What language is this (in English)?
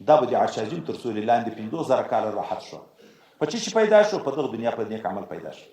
Pashto